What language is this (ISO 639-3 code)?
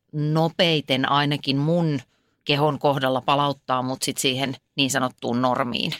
fin